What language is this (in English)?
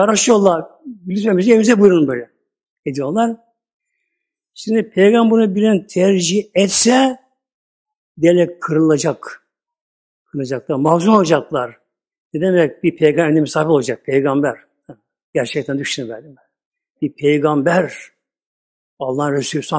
Turkish